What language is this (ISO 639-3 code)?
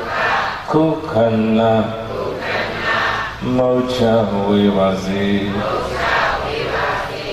mya